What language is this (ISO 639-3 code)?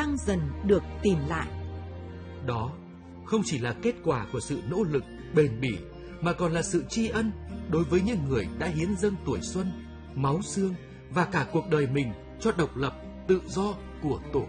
vie